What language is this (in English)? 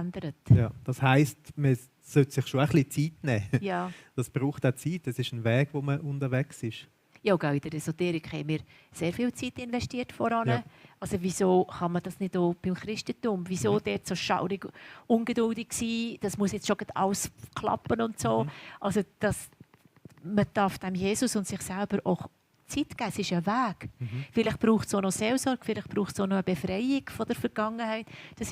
Swiss German